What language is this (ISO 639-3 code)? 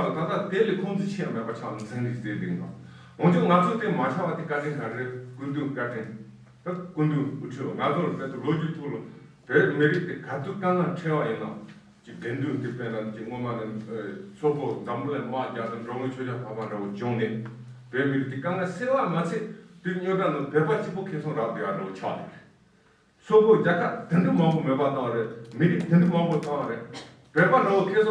bod